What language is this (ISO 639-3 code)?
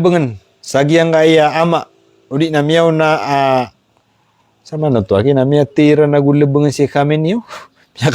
mrw